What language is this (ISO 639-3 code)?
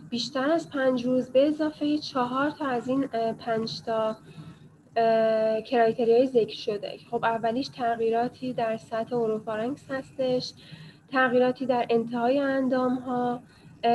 fas